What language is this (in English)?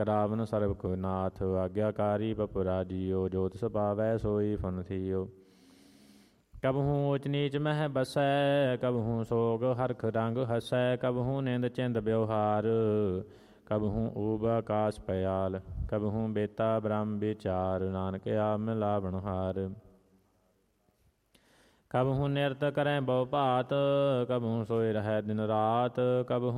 Punjabi